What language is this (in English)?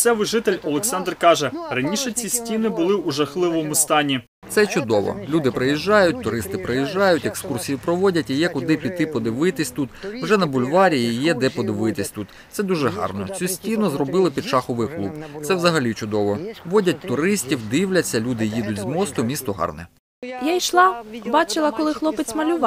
Ukrainian